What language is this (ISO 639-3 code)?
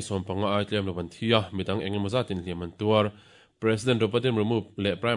lus